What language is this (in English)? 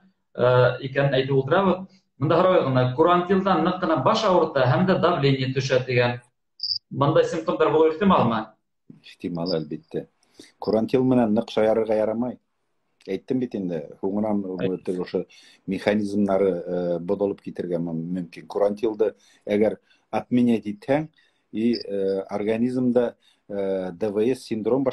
Bashkir